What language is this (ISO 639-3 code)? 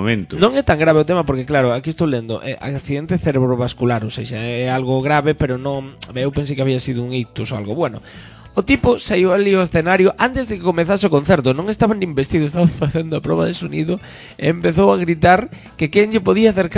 glg